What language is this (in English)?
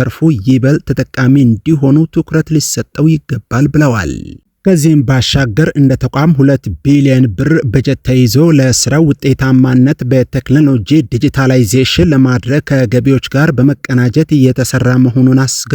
Amharic